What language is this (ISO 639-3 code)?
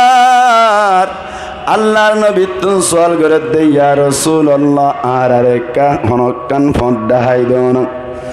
rhg